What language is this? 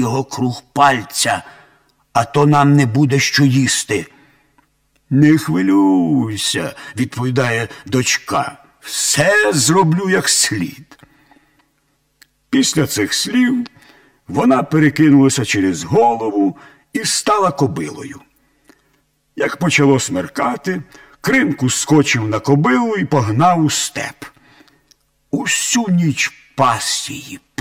Ukrainian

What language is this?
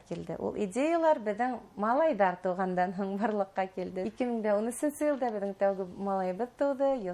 Bashkir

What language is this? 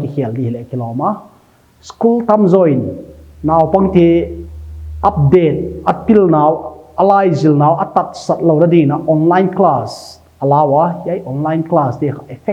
Paite Chin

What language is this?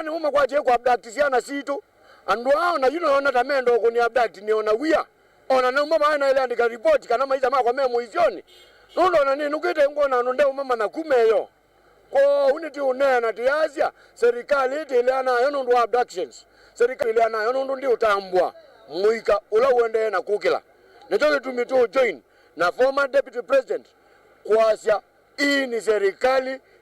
Kamba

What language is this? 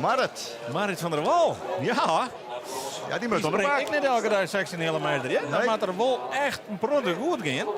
Western Frisian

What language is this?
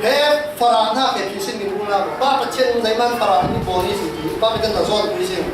Falam Chin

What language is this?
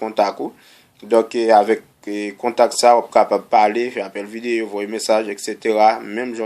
Haitian Creole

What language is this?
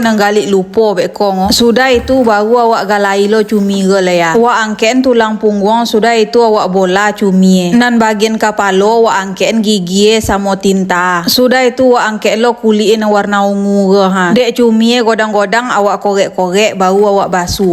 Minangkabau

